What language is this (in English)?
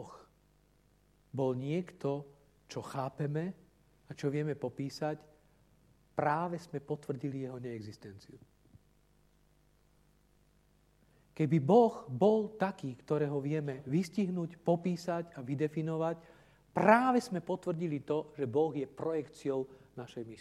Slovak